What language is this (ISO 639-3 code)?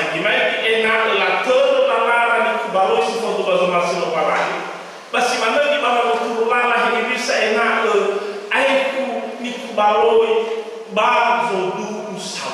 nia